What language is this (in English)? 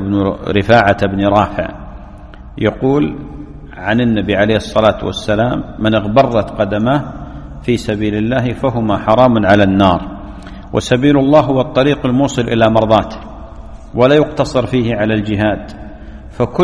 Arabic